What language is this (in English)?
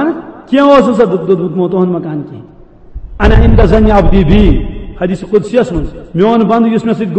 Kashmiri